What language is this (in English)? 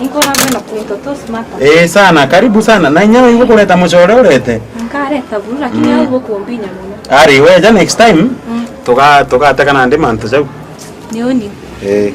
Meru